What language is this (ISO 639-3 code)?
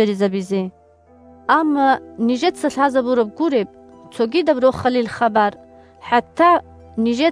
ava